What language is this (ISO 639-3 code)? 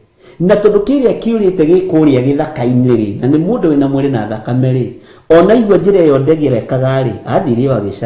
kik